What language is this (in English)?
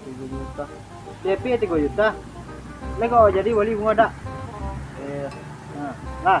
Minangkabau